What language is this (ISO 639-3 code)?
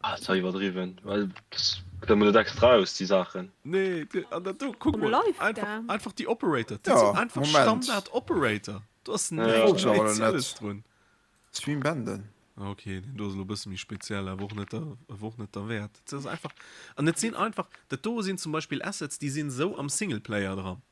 ltz